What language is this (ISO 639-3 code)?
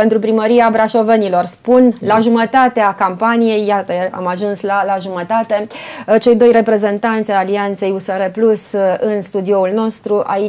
ron